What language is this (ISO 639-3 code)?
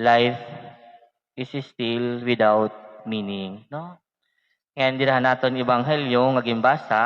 war